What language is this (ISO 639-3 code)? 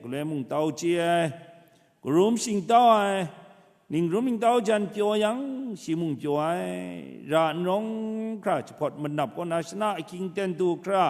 kac